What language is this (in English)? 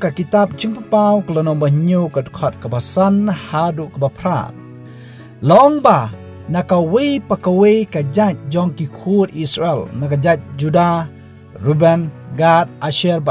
Khasi